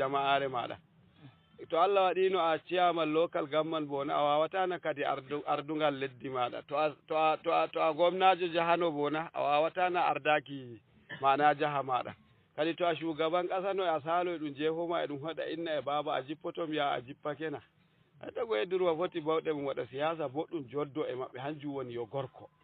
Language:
Fula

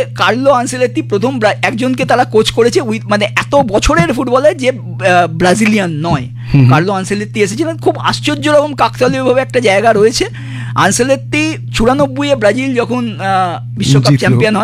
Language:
Bangla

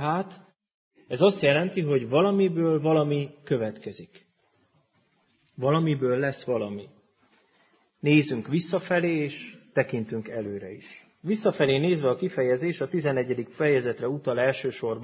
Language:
Hungarian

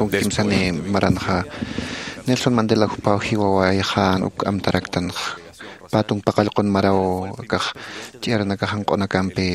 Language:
Aymara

